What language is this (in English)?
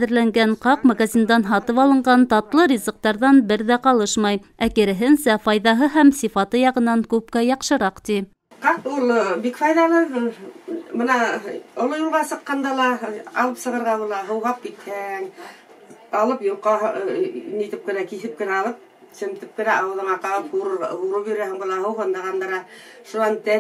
Bashkir